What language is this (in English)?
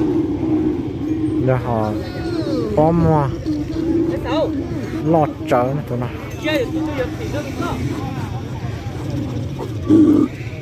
Vietnamese